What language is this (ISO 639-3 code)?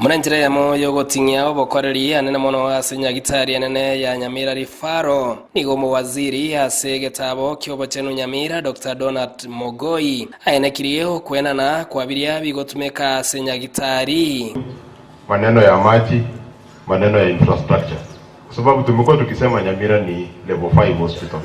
guz